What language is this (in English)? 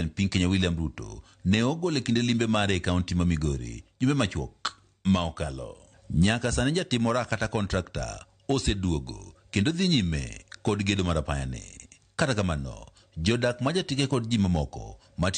Luo (Kenya and Tanzania)